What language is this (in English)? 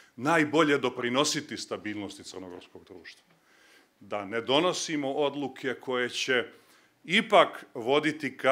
Serbian